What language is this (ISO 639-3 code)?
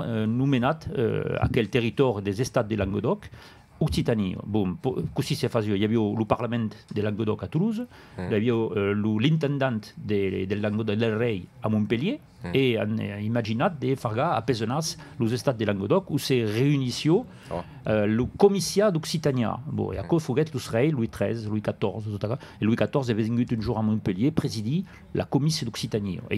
oci